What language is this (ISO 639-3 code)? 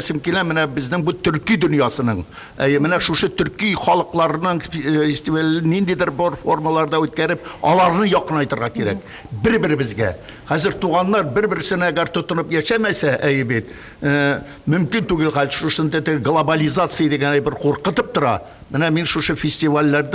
tat